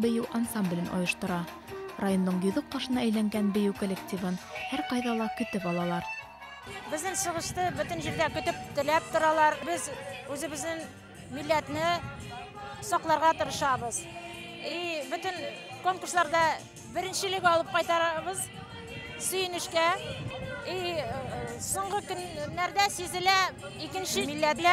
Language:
Bashkir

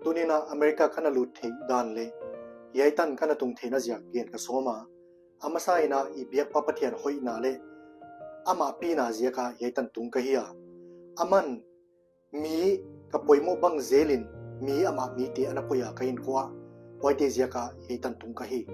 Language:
Paite Chin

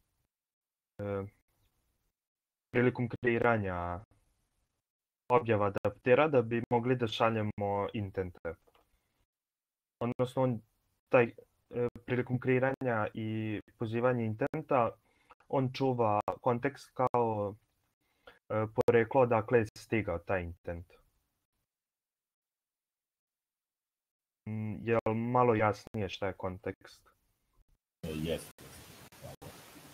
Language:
Serbian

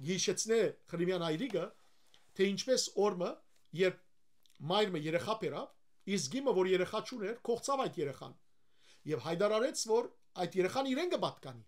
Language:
Western Armenian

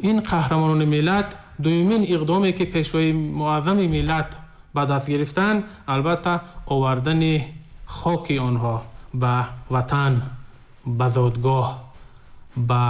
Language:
Tajik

